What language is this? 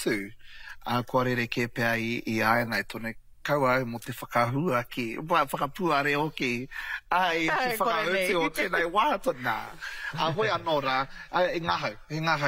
Māori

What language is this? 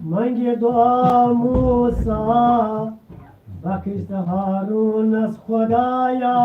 Kashmiri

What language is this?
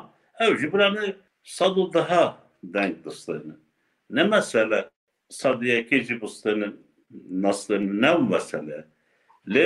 Kurdish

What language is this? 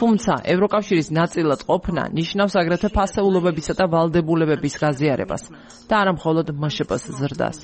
Georgian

